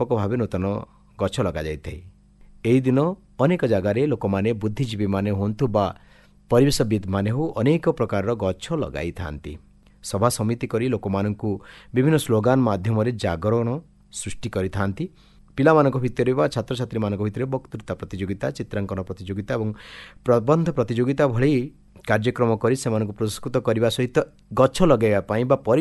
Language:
Odia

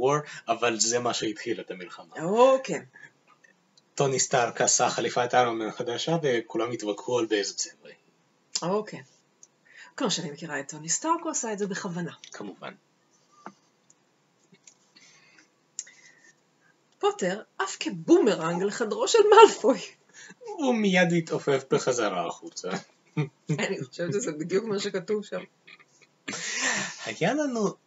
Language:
Hebrew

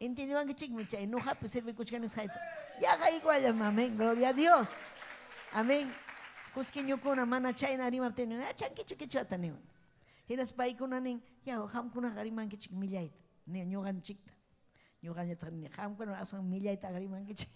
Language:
Ayacucho Quechua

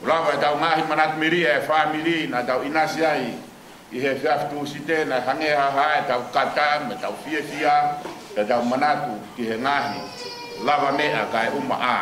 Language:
Tongan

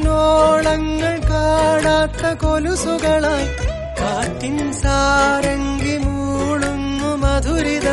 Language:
Malayalam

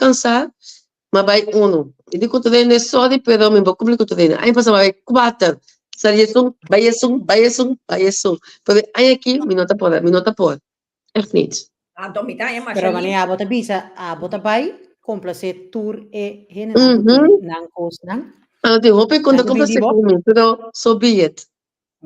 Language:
Papiamento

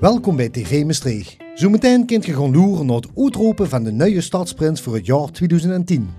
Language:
Limburgish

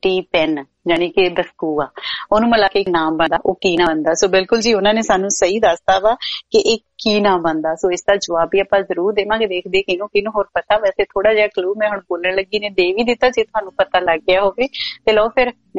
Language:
Punjabi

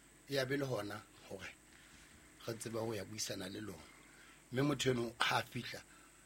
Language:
Southern Sotho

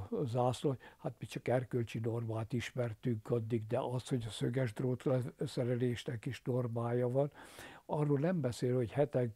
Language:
Hungarian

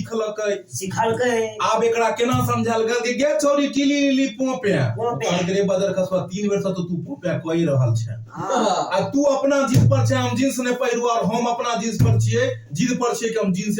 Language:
Maithili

